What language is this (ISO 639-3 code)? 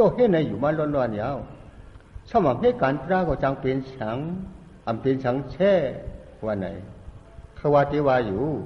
shn